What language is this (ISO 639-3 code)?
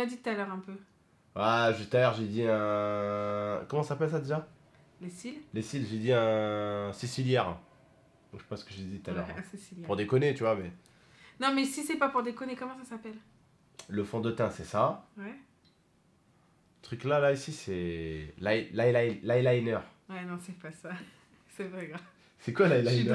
fra